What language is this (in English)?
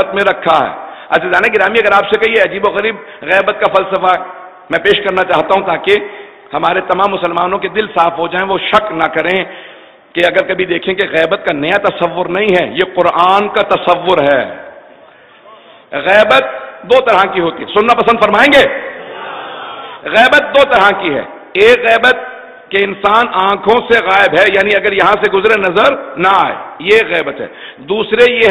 Urdu